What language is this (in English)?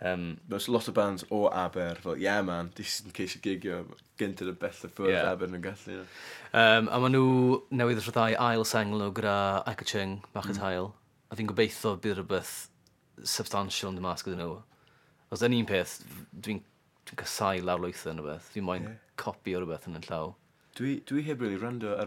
Welsh